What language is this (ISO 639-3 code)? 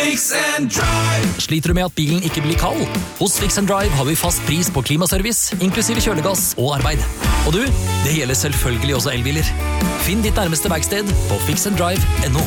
nor